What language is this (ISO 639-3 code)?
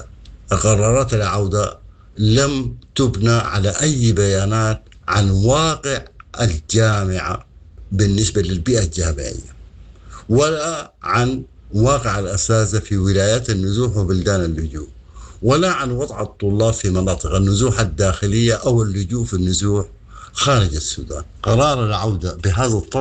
apd